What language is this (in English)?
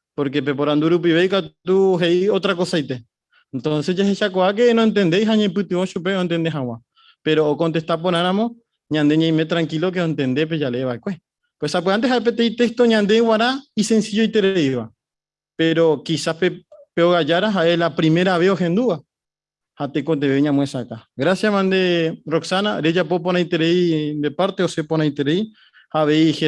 Guarani